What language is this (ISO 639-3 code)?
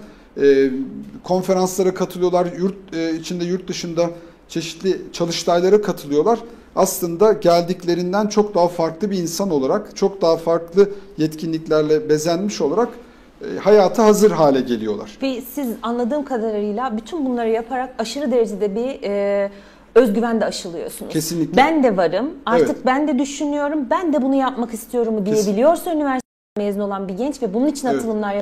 tur